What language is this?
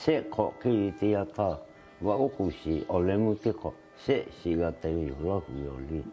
Lahu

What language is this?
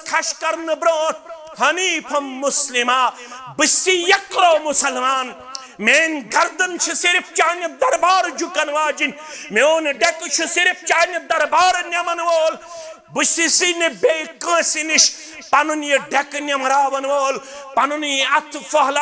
Kashmiri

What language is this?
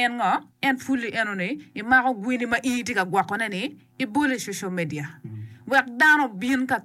Acoli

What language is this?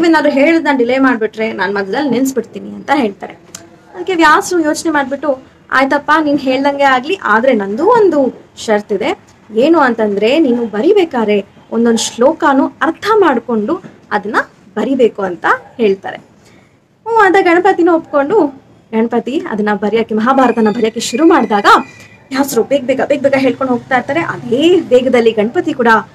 Kannada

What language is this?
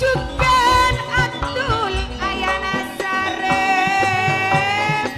Madurese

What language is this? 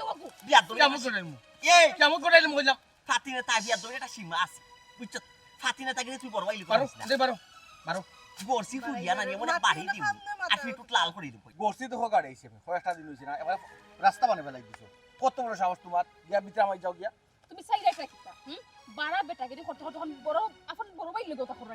Sylheti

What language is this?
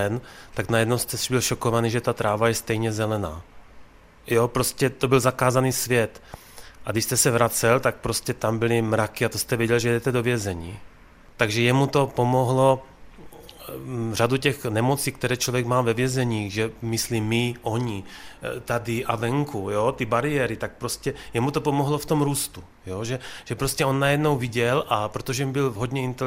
Czech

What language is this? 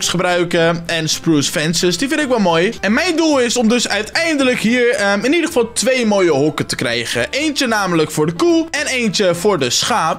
Dutch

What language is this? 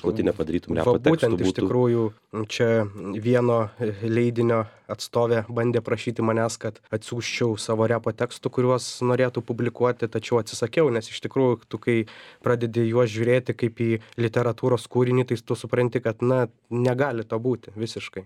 Lithuanian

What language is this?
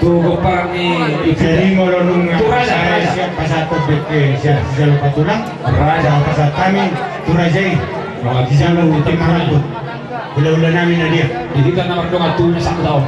Batak Toba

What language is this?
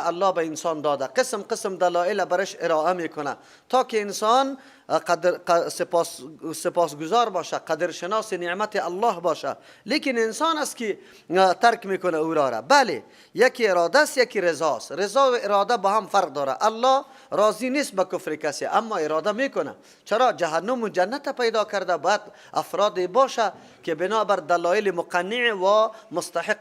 Persian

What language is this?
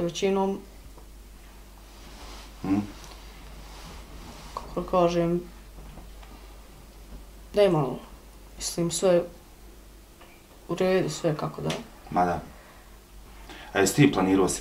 Bosnian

